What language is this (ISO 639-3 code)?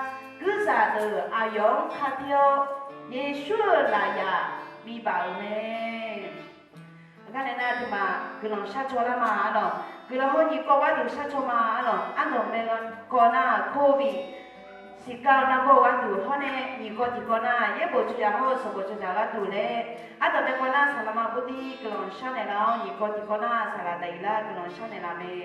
ahk